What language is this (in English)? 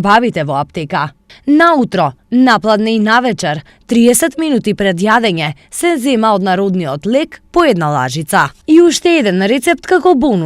Macedonian